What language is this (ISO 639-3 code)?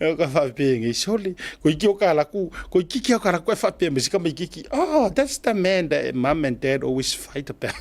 smo